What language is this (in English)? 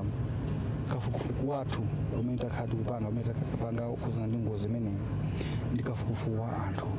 Nyanja